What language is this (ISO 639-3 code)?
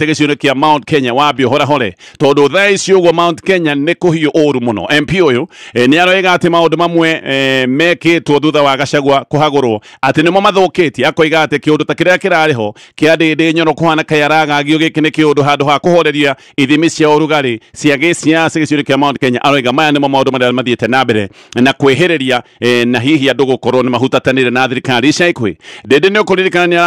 kik